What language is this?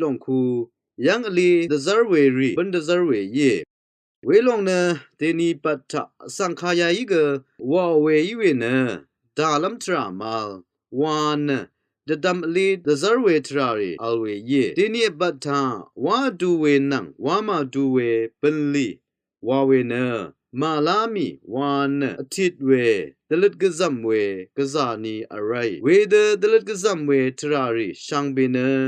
Rawang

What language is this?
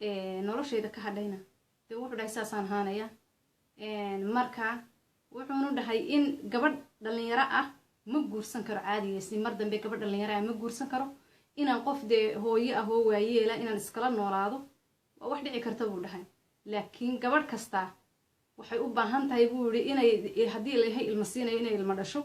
Somali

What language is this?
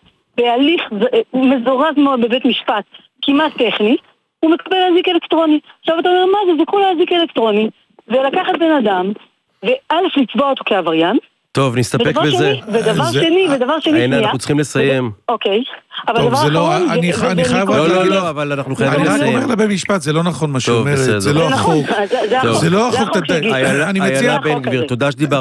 Hebrew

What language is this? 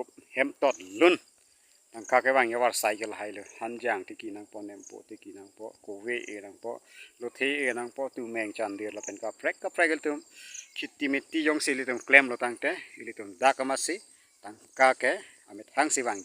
Karbi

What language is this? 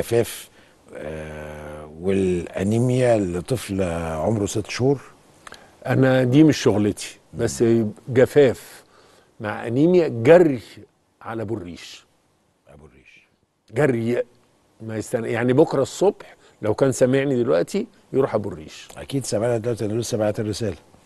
Egyptian Arabic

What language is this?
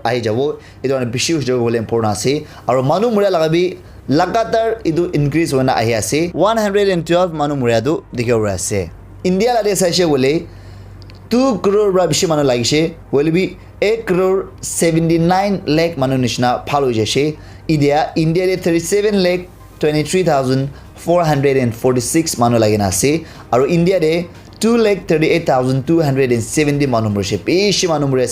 Naga Pidgin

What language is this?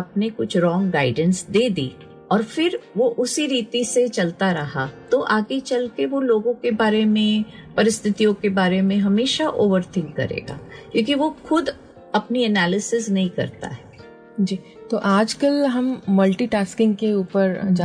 Hindi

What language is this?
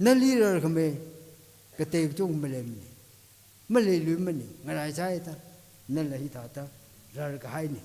Tangkhul Naga (India)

